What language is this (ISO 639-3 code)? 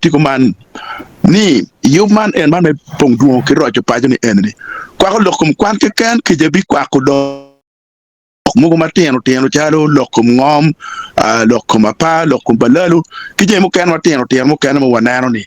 ach